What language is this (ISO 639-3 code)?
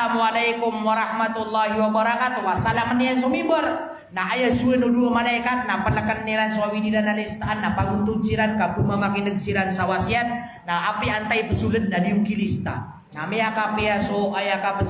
mrw